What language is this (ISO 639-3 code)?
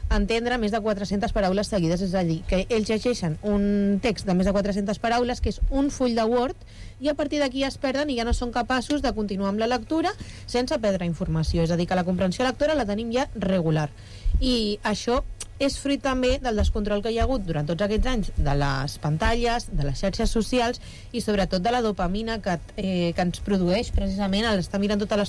cat